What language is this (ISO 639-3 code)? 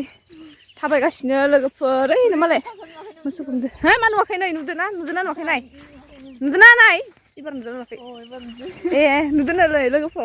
brx